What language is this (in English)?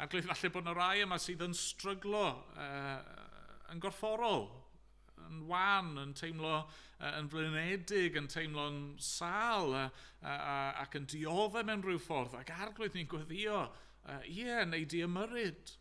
Welsh